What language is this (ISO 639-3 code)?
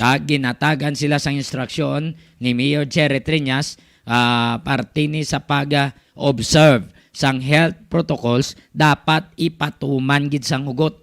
hil